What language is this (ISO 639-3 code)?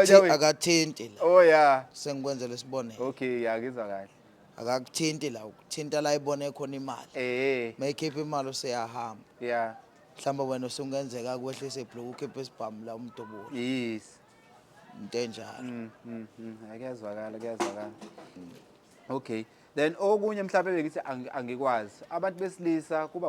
zul